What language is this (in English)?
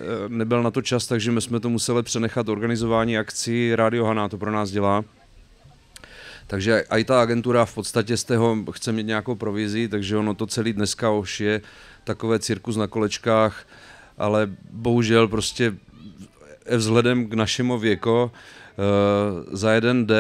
Czech